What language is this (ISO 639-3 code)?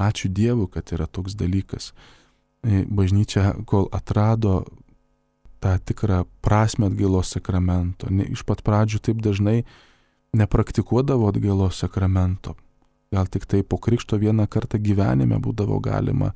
lit